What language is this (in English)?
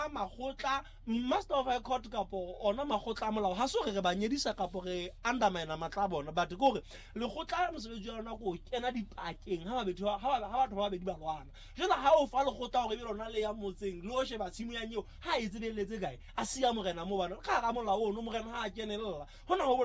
Southern Sotho